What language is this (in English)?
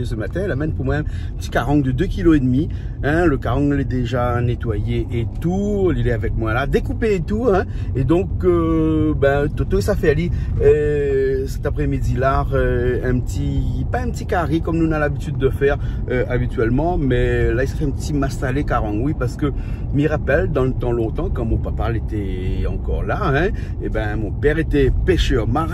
Réunion Creole French